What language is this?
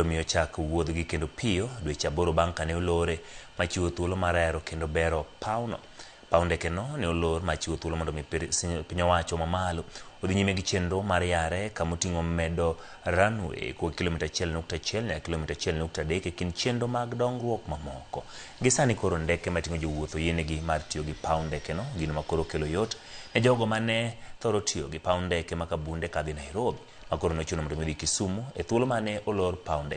Luo (Kenya and Tanzania)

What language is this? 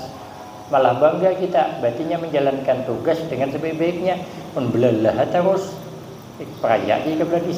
Banjar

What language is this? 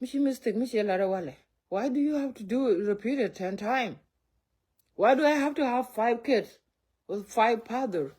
Nuer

